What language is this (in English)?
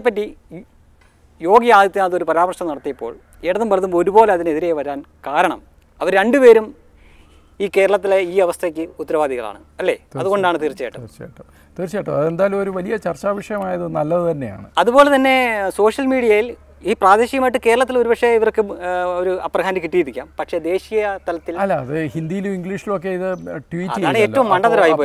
Malayalam